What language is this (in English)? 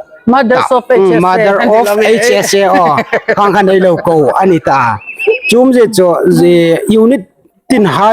Hmar